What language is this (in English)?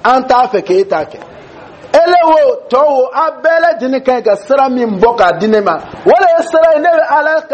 Dyula